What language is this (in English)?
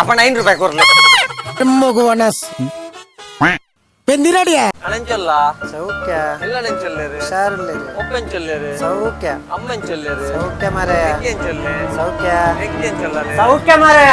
Tulu